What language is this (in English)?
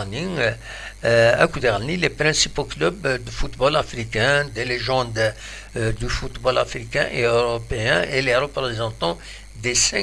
Kabyle